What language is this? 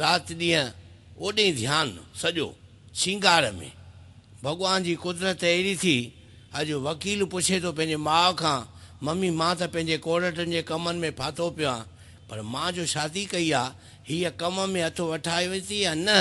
Sindhi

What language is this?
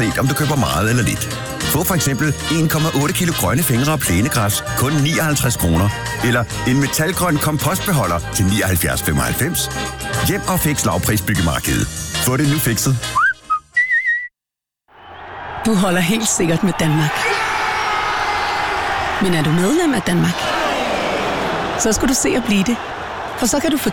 Danish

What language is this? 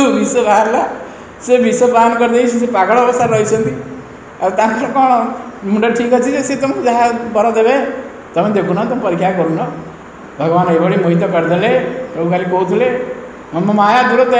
Odia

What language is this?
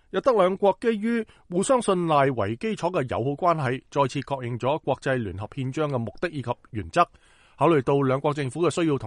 Cantonese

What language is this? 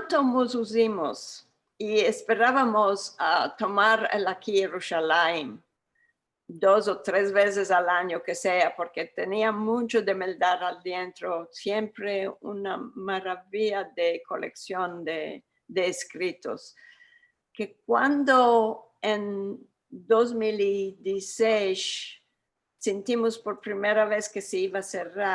Ladino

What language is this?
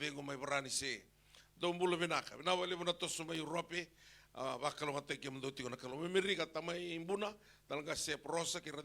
Fijian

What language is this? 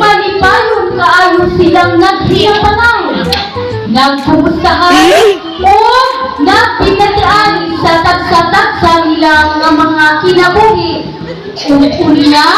Cebuano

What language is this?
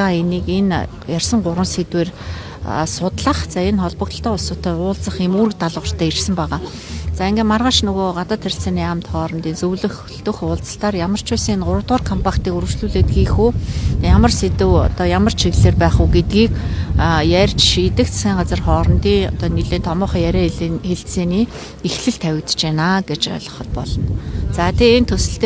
Mongolian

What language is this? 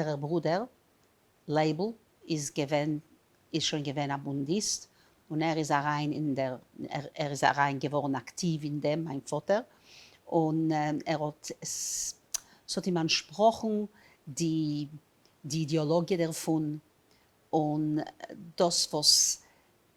Yiddish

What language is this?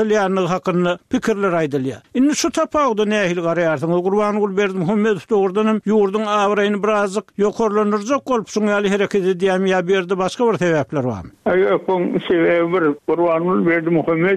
Turkmen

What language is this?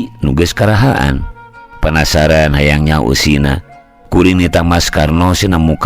Sundanese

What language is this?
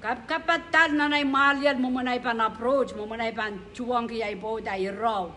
Pohnpeian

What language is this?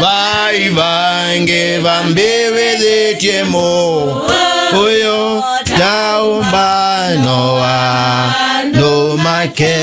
Kamba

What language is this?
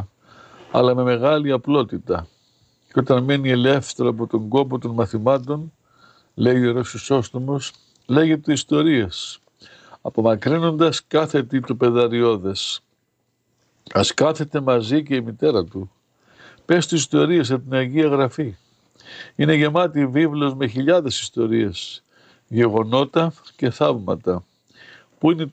Greek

